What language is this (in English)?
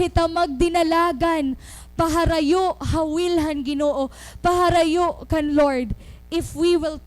Waray